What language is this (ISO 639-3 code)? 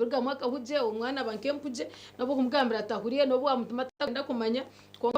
nyn